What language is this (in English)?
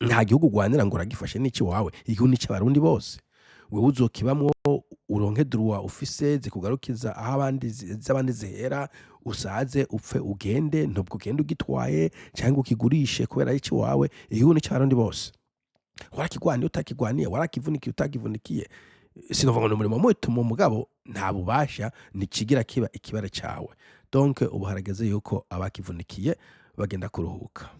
Rundi